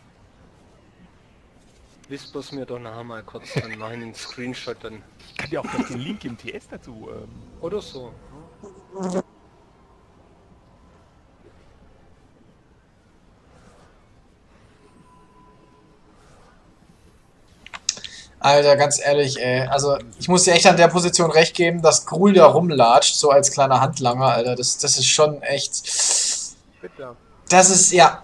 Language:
German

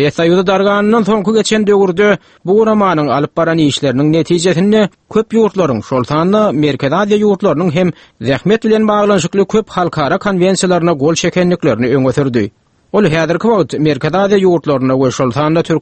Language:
Turkmen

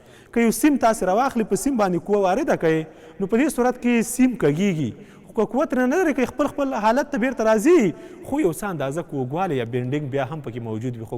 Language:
Pashto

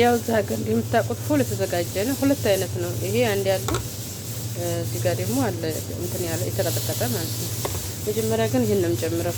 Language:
Amharic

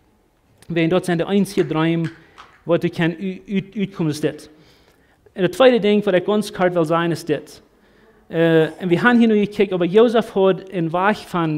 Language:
Plautdietsch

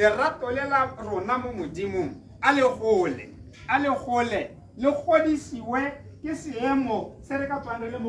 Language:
Tswana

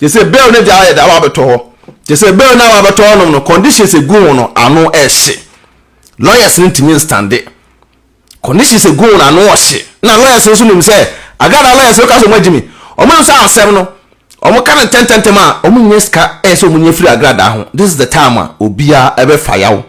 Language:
Akan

